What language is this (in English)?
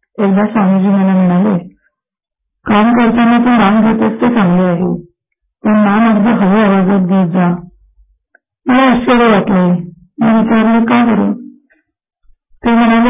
Marathi